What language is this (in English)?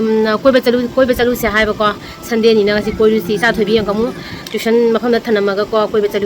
Manipuri